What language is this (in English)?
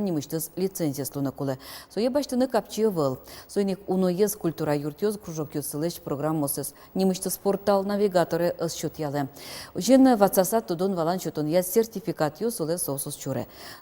Udmurt